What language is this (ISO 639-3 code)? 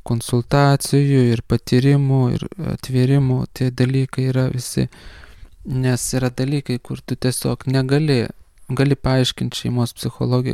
lit